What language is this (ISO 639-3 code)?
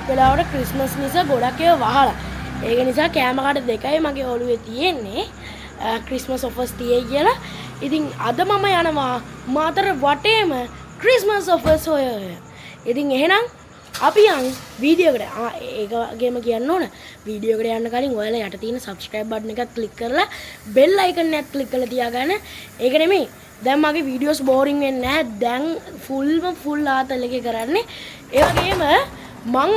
sin